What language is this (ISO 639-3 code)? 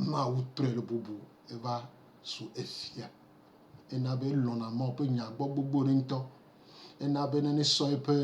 gej